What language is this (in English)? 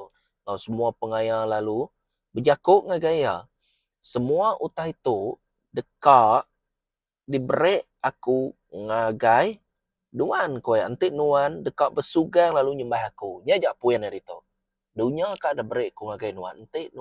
Iban